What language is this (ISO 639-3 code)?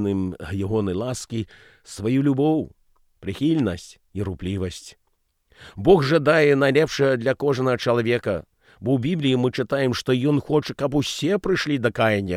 bel